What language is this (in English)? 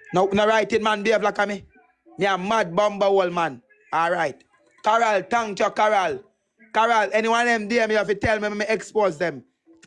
Jamaican Creole English